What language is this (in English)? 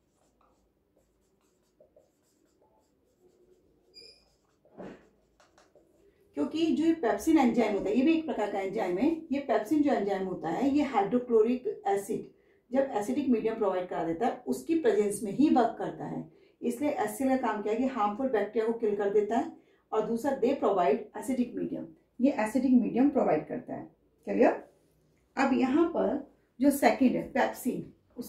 Hindi